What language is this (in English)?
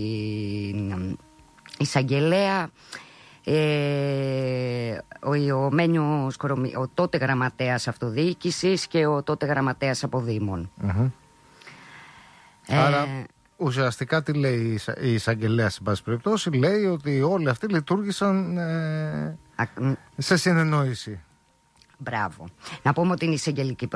Greek